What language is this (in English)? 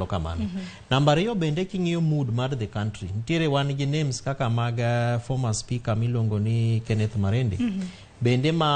Luo (Kenya and Tanzania)